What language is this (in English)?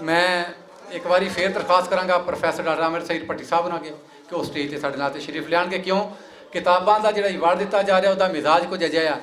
Western Panjabi